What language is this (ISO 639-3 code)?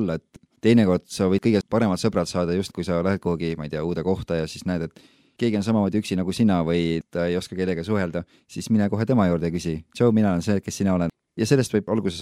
est